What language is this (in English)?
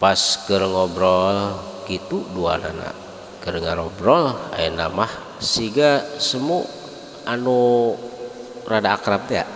Sundanese